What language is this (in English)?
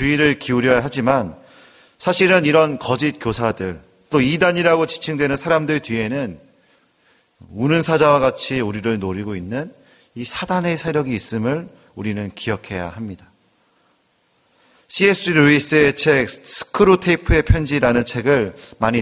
Korean